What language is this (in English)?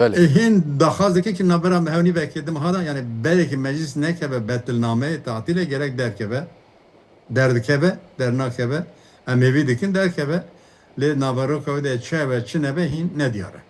Kurdish